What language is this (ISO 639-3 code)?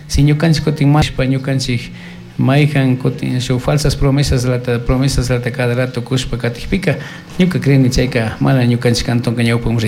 qug